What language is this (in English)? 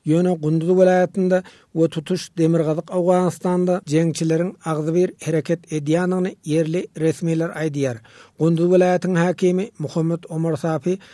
Turkmen